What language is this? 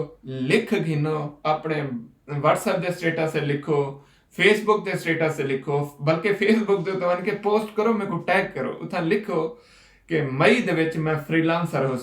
Saraiki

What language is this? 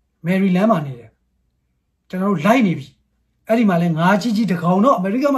Burmese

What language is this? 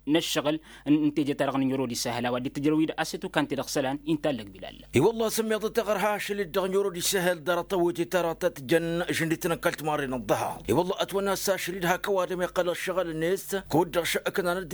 Tamasheq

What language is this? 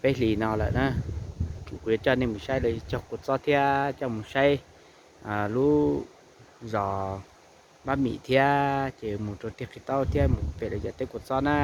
Hmong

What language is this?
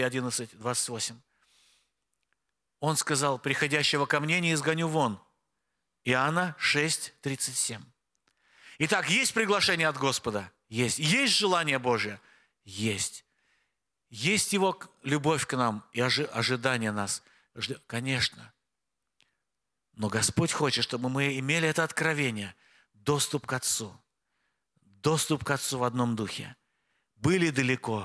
Russian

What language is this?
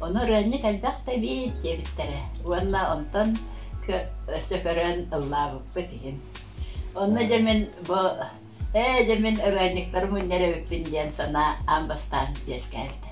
Yakut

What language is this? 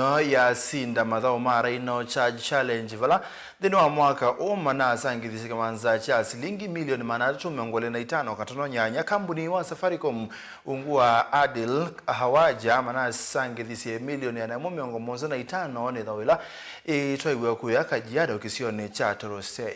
Kamba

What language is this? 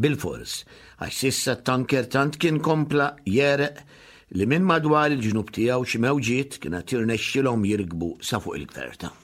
Maltese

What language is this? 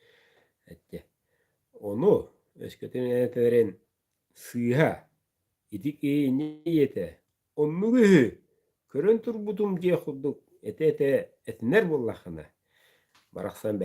Yakut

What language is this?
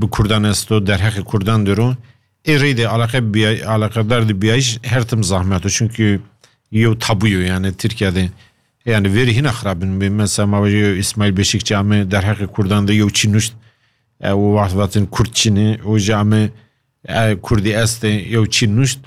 Kurdish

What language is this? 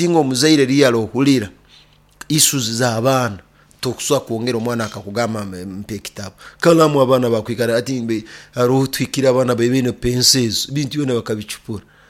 Nyoro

